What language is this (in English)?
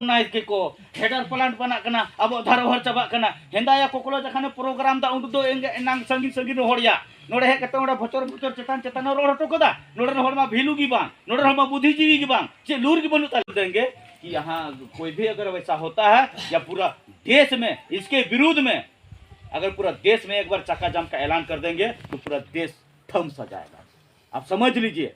Santali